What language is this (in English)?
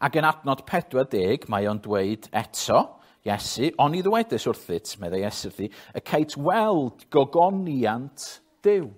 Welsh